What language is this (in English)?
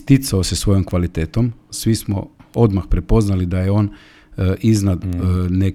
Croatian